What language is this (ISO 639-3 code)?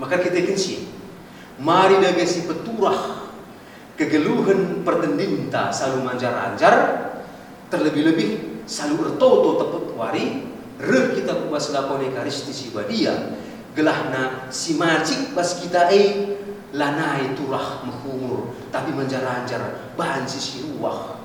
btx